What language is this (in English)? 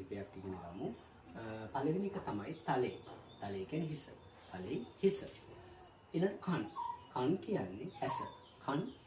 Sinhala